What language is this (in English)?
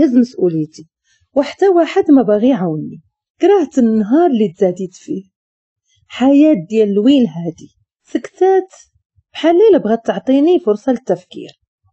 Moroccan Arabic